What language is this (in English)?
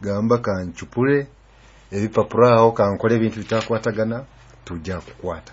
Nyoro